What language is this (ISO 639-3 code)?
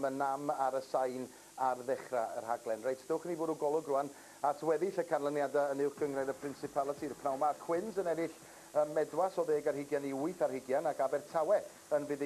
cym